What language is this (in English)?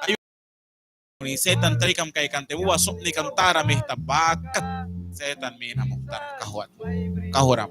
Mískito